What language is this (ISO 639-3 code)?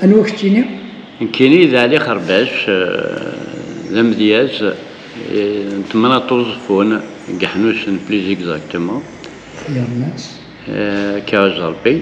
kab